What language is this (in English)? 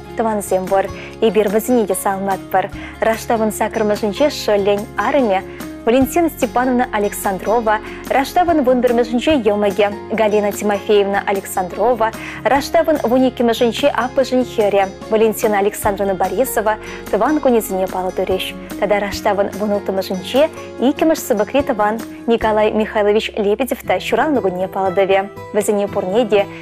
Chuvash